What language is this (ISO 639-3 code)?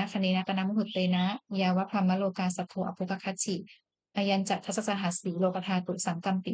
pli